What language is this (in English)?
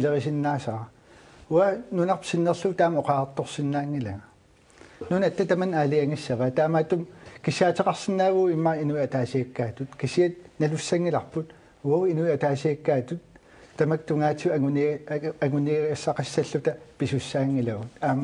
Kalaallisut